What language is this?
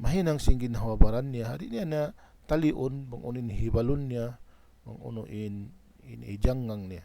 Tausug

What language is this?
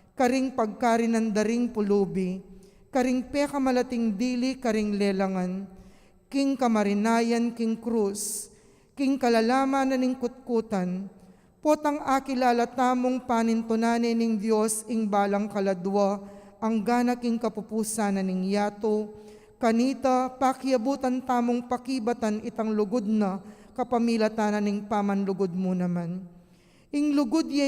Pampanga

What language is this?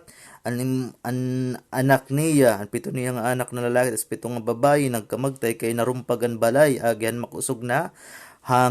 Waray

